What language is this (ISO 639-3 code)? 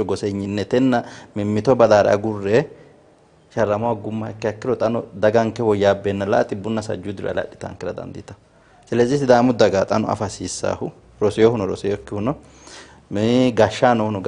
sid